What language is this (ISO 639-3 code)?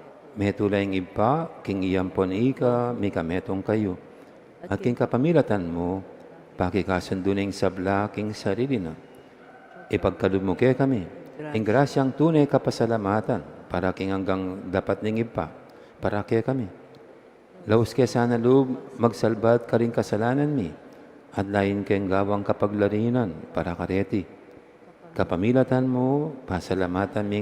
pam